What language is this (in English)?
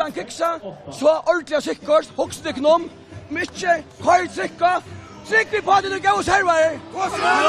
Faroese